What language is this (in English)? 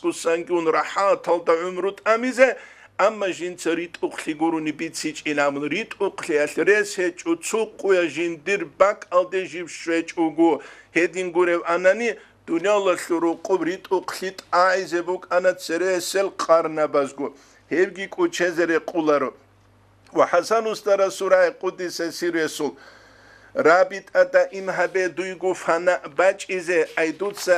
Avaric